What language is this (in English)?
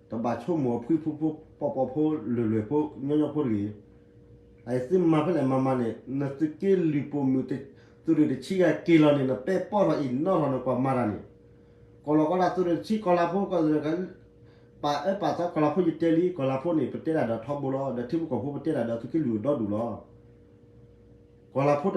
S'gaw Karen